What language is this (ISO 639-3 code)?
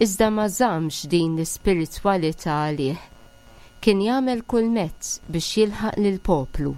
mlt